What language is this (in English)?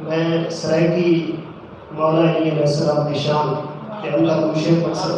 Saraiki